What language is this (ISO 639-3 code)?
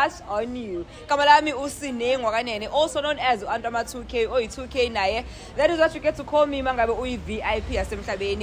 zul